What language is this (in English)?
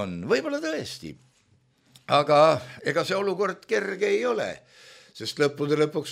Estonian